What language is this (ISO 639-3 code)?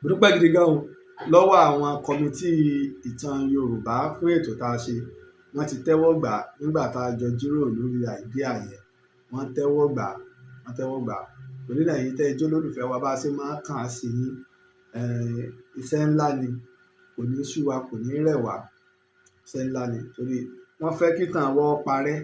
yor